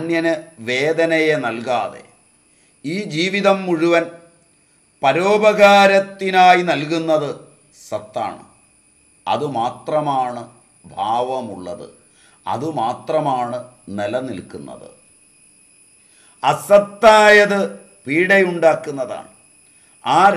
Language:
Malayalam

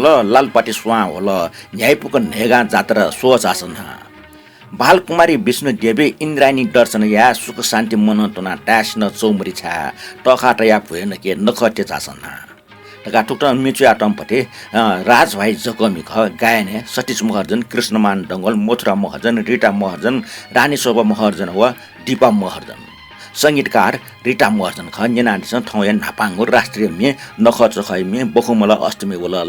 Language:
Newari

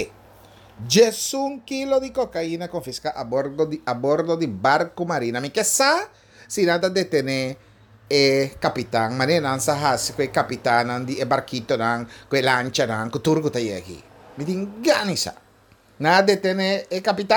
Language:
Papiamento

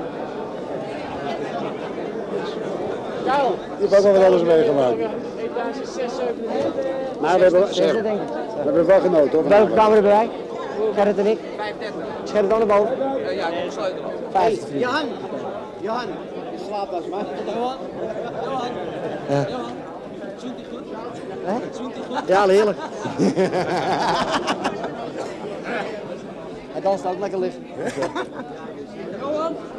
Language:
Dutch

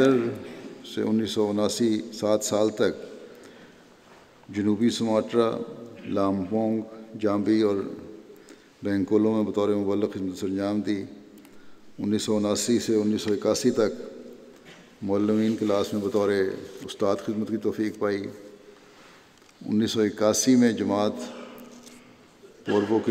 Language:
Urdu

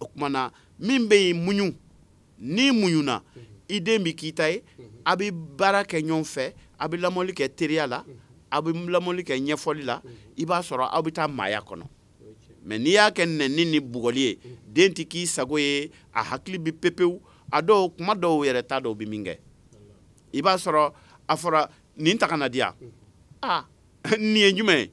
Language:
Bambara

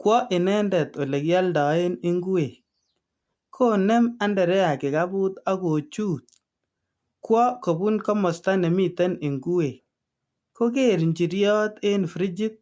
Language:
Kalenjin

